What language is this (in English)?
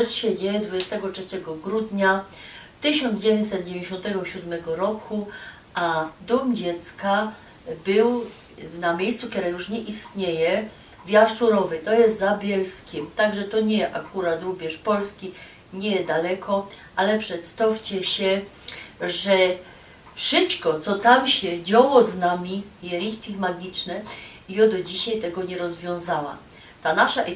Silesian